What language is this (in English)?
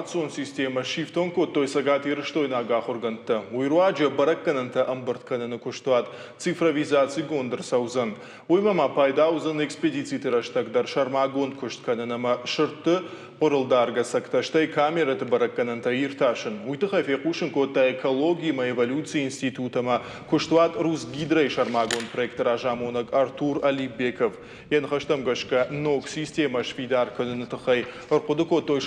Ossetic